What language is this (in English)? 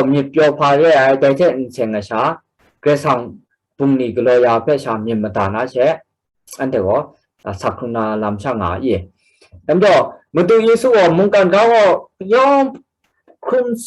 Kachin